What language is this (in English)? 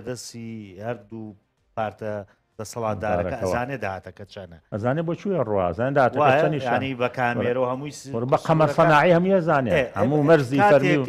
Central Kurdish